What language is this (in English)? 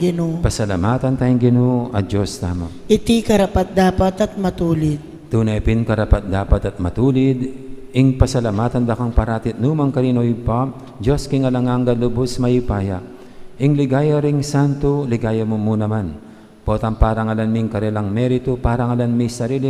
Pampanga